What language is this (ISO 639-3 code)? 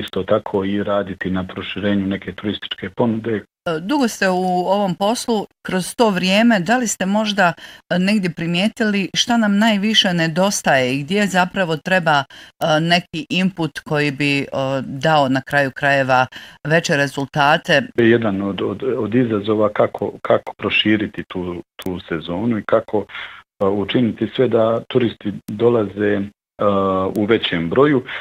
bos